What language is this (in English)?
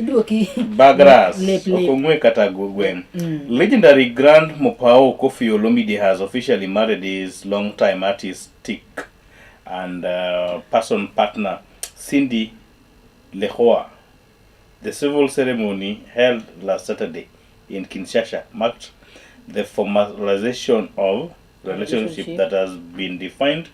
Luo (Kenya and Tanzania)